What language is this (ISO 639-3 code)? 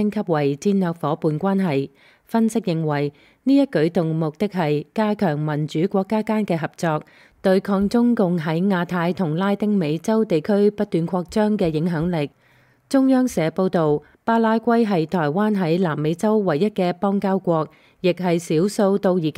yue